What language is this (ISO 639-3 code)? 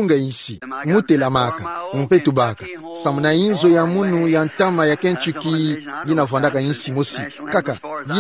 ktu